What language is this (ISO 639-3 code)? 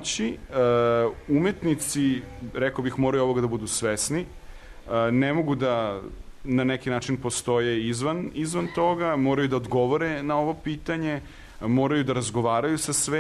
srp